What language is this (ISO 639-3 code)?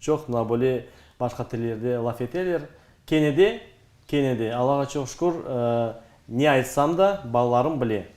crh